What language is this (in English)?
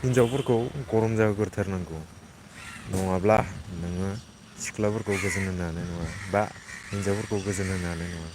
Bodo